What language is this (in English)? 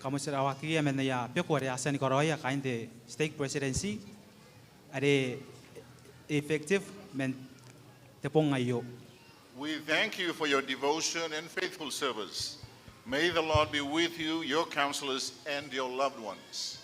Gilbertese